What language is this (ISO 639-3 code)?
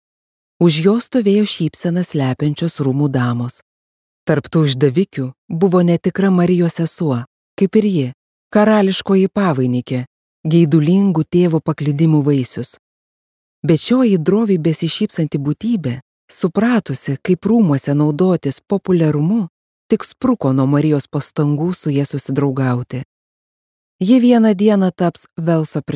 lit